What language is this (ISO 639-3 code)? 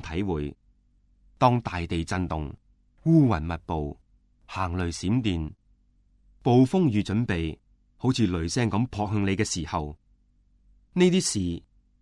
yue